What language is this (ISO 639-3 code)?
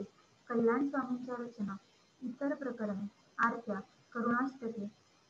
mar